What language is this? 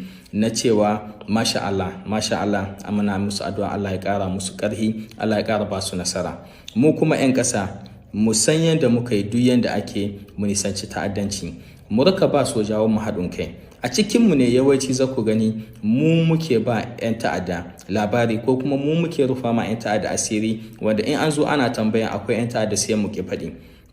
Hausa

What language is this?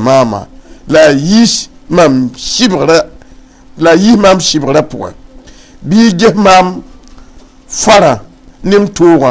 Mossi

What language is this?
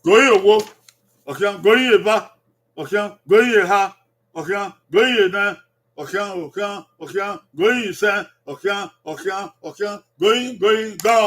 Bini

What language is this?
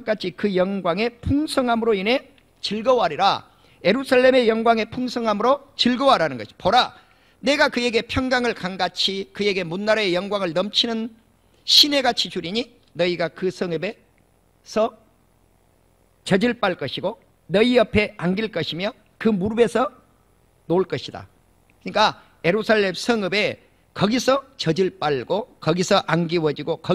Korean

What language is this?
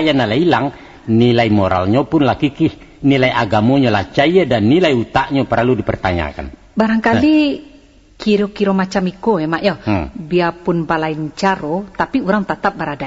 Minangkabau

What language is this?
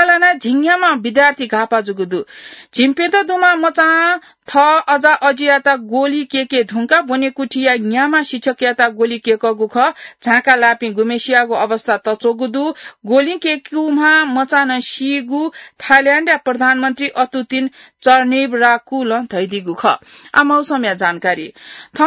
Newari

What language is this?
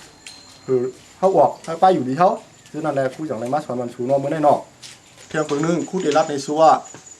Shan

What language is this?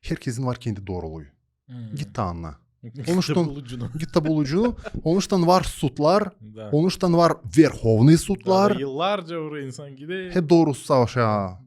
Gagauz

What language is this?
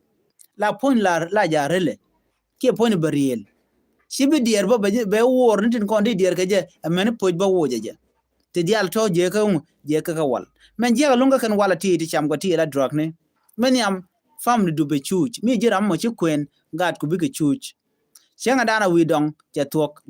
Nuer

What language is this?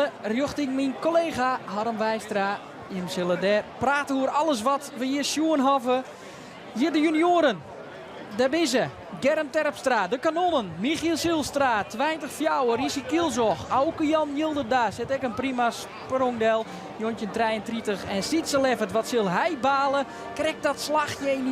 Western Frisian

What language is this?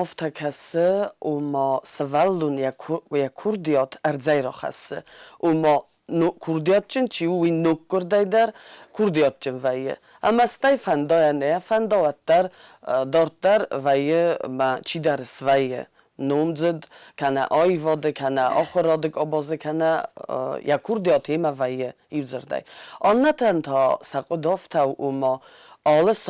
Ossetic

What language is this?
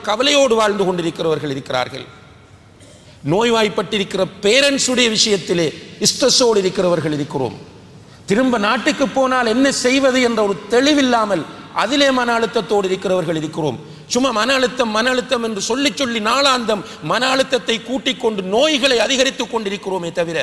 Tamil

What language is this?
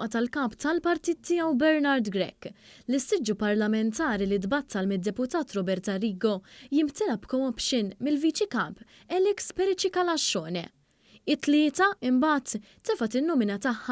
Maltese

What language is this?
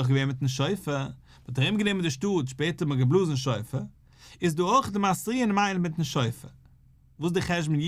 Yiddish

